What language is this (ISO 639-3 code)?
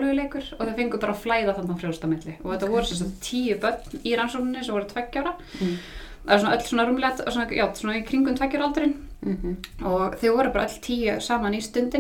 isl